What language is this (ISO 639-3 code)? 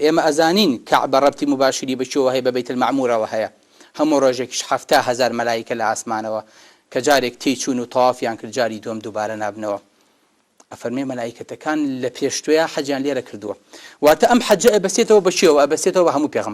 ckb